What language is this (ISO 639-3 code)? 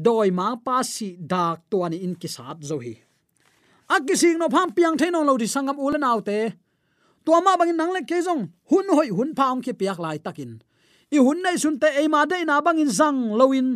ctd